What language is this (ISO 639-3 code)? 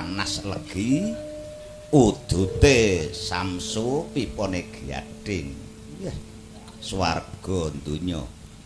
jav